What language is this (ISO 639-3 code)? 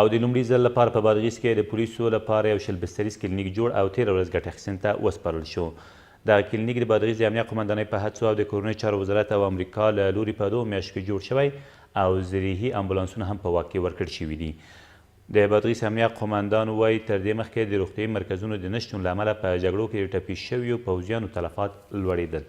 pus